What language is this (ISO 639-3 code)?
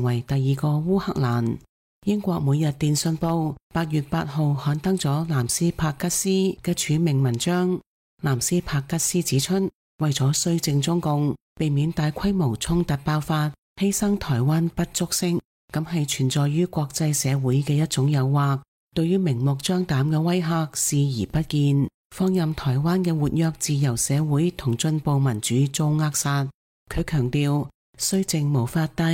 yue